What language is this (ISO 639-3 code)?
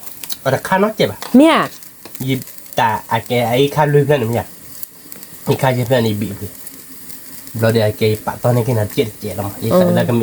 ksw